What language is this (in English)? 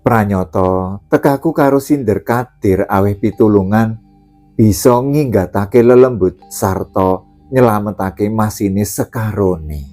Javanese